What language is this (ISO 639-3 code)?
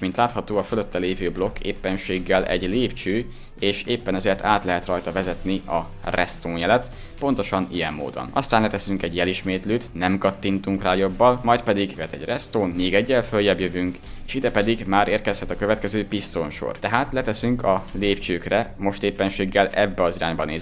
hun